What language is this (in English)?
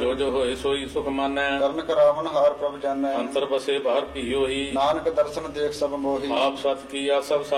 Punjabi